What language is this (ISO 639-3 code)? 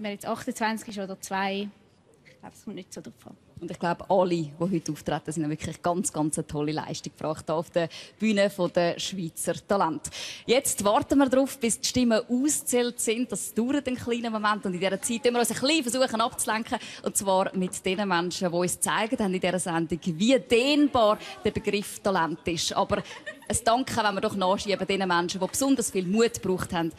gsw